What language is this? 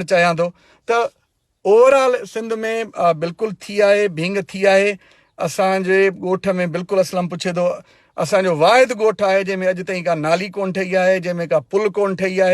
Sindhi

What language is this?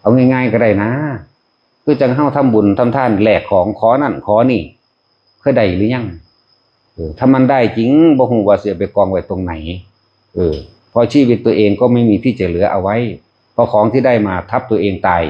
Northeastern Thai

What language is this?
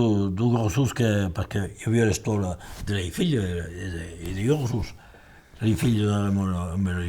Occitan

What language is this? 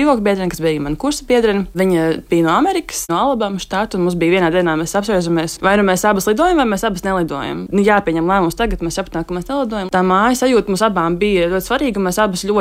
Latvian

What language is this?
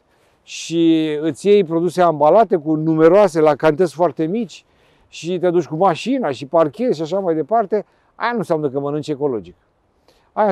Romanian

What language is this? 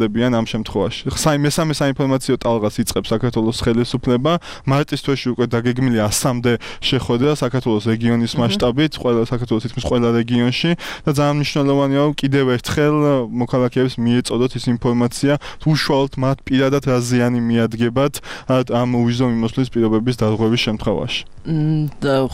Georgian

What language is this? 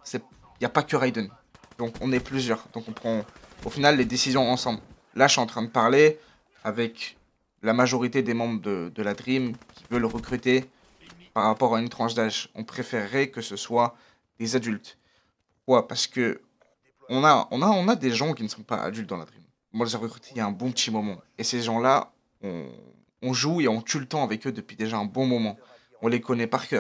French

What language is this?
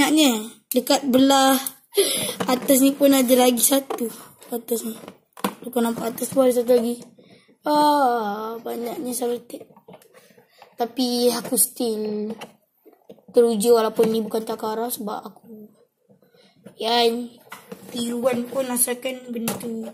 Malay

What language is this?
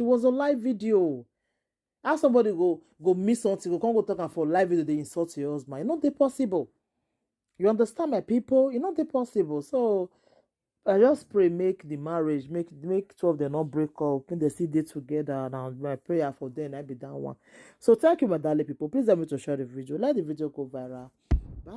Nigerian Pidgin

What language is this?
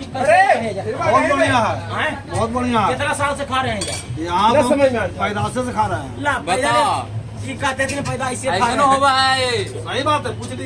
Magahi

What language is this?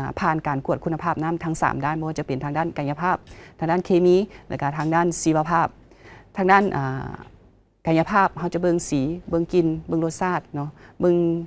Lao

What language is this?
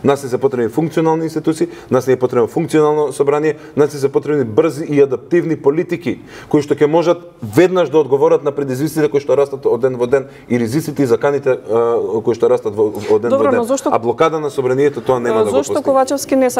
Macedonian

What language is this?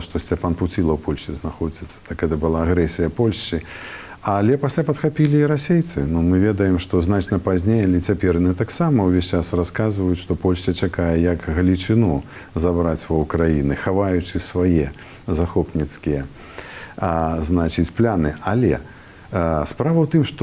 Belarusian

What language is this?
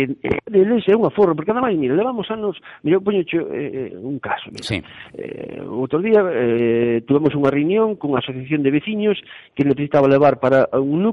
Galician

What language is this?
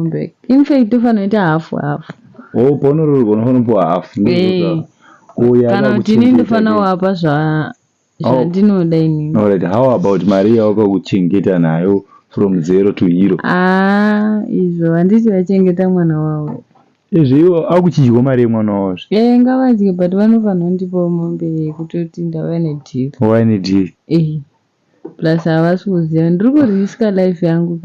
Shona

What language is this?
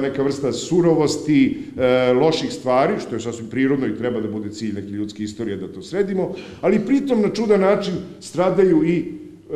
Serbian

